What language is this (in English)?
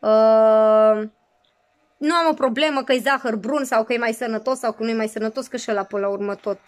Romanian